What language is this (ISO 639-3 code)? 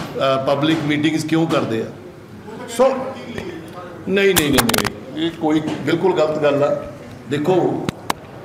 pan